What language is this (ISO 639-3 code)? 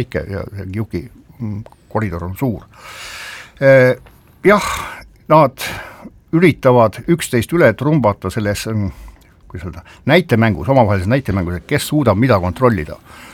est